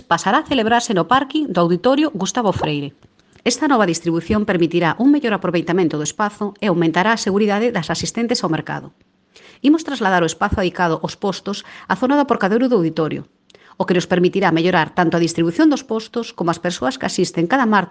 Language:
Galician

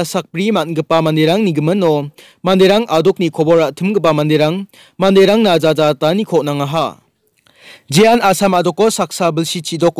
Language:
Garo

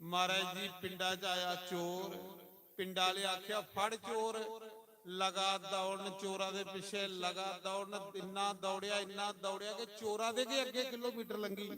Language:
Dogri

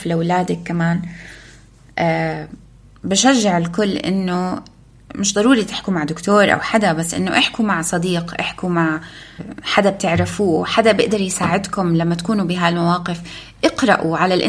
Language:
North Levantine Arabic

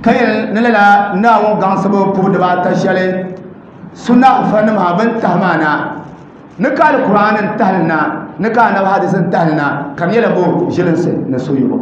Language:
Dagbani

